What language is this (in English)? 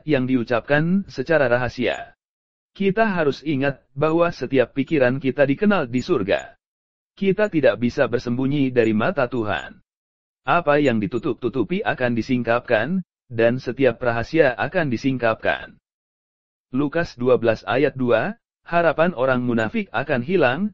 Indonesian